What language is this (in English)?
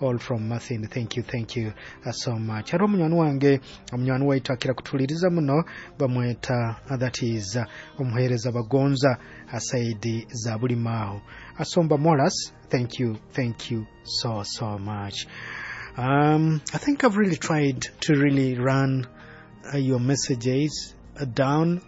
Nyoro